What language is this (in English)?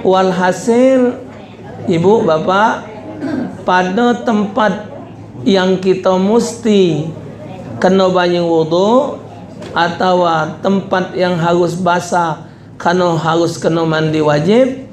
Musi